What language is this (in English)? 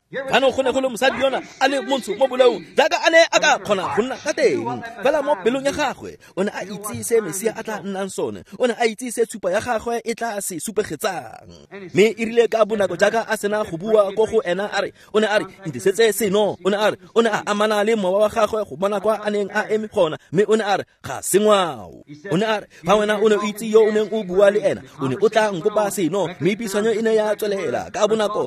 Tswana